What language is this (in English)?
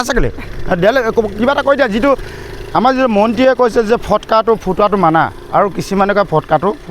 Assamese